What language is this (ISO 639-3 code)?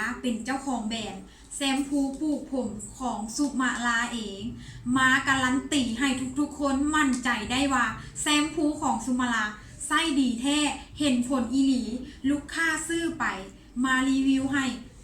lao